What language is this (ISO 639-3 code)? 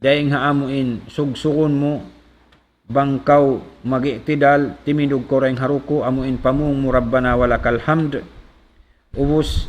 tsg